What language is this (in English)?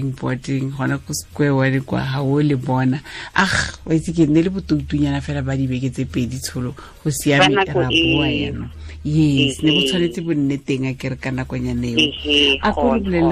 Tswana